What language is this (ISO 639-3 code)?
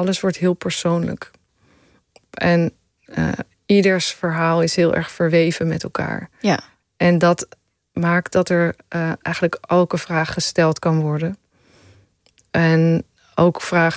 nld